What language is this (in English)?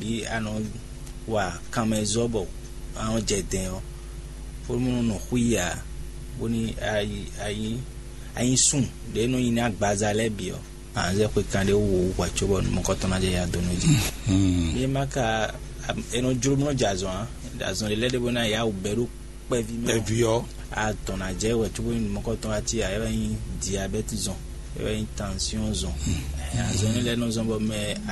Fon